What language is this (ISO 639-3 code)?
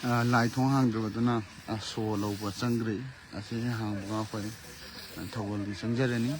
mni